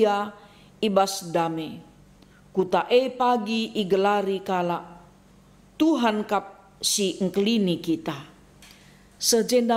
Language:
Batak Karo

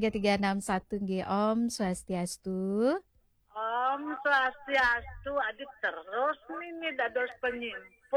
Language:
Balinese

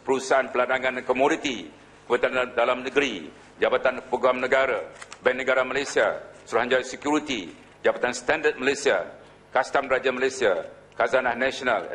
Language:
Malay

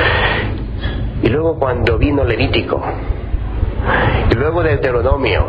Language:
Spanish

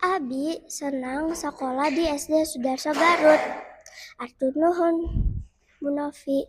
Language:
Sundanese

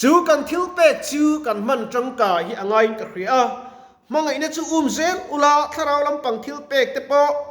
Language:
Mizo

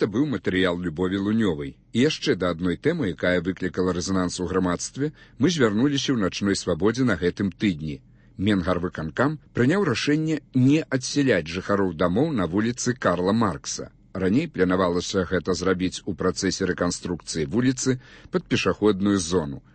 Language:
Belarusian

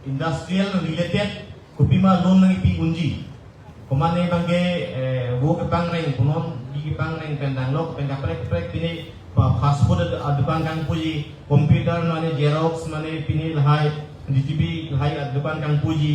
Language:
Karbi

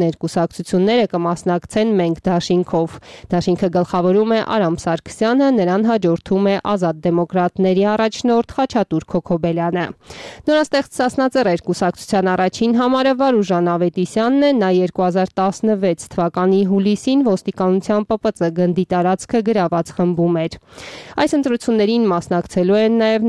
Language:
Armenian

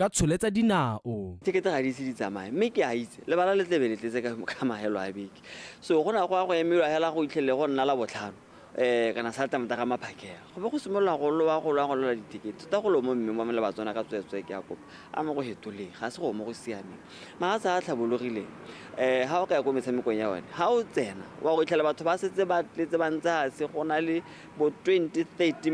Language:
Tswana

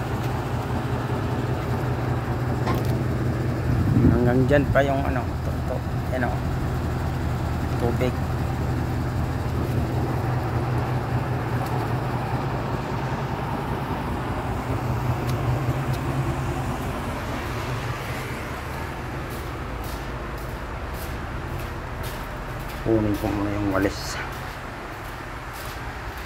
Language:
Filipino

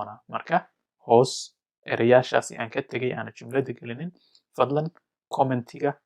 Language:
Somali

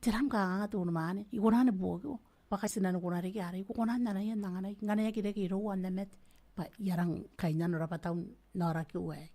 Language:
Gilbertese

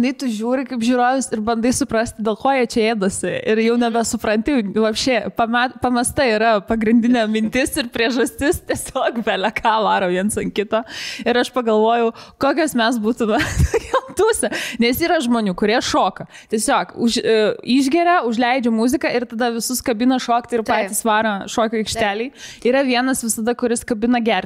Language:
Lithuanian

